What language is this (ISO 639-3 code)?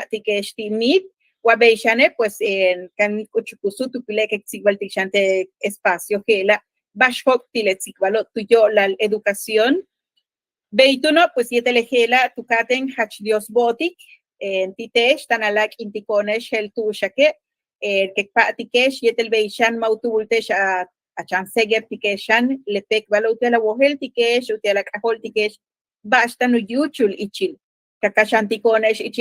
yua